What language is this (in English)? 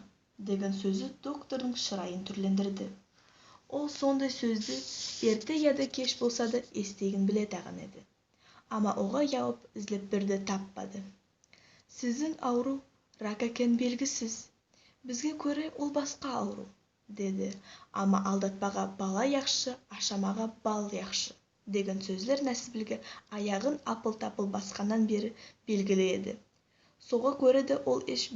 Nogai